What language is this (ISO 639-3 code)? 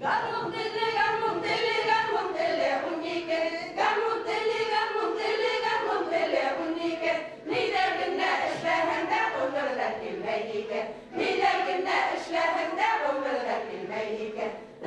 bak